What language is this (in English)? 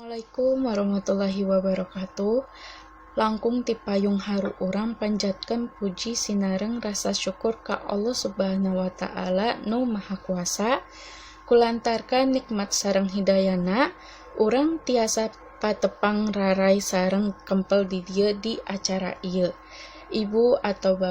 Sundanese